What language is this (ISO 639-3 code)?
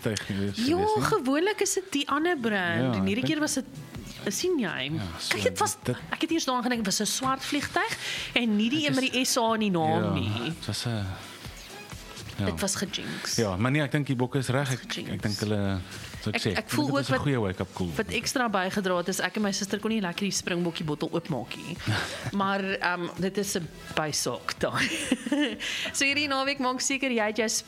afr